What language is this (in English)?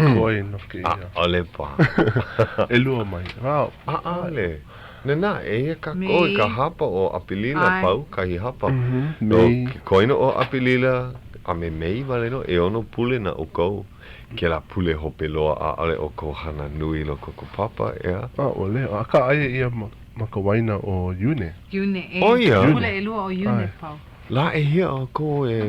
Hawaiian